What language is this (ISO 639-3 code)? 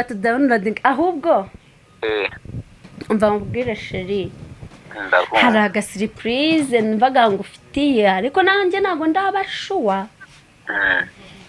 kin